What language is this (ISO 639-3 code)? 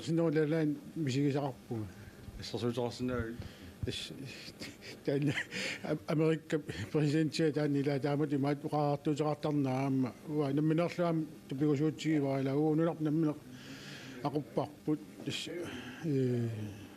kal